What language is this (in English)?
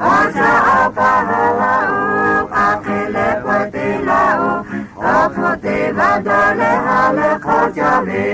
Lahu